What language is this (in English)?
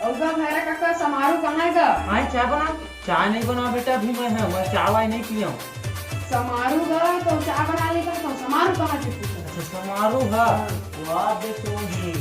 Chhattisgarhi